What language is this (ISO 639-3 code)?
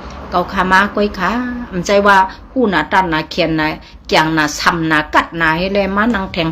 shn